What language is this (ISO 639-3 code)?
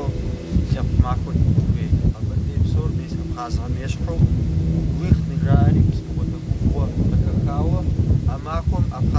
kbd